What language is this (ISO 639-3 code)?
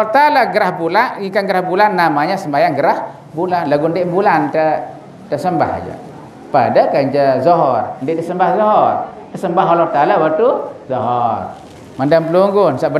sas